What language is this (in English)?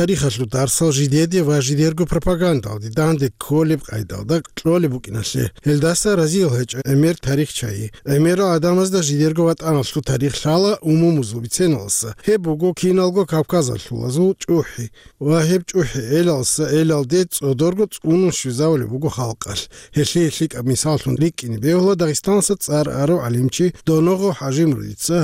Avaric